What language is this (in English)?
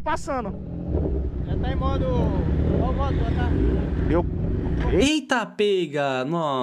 Portuguese